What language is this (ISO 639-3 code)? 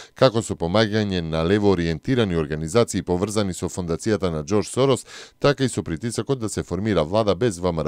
mkd